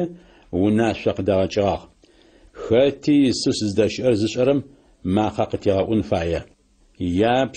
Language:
Adyghe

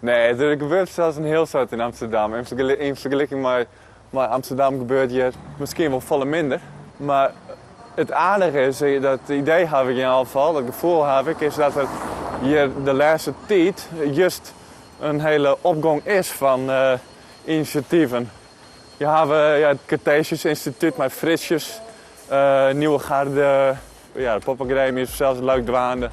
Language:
Western Frisian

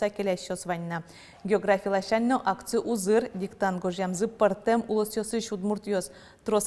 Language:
Udmurt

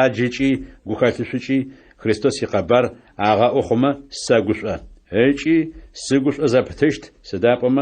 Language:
Adyghe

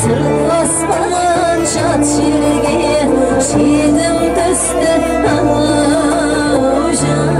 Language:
Kara-Kalpak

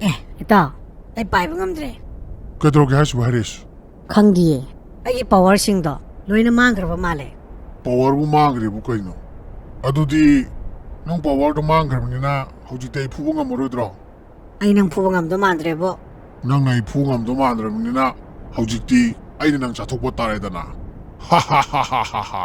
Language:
Manipuri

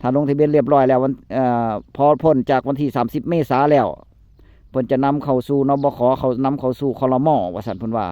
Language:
Northeastern Thai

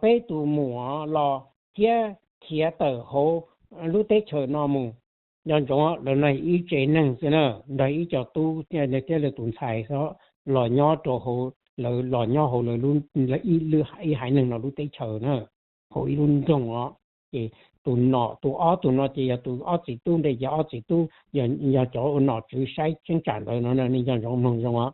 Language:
Hmong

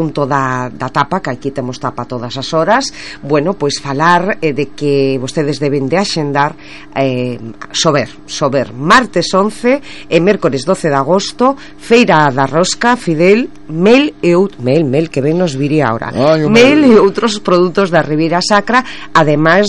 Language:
Galician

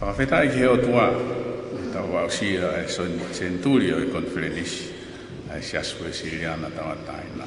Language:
Tongan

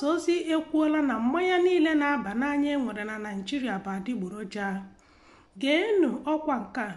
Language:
Igbo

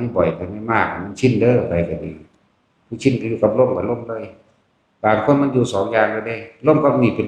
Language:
Northeastern Thai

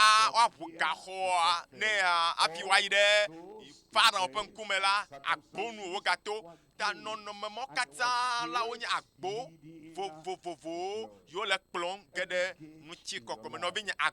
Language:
Ewe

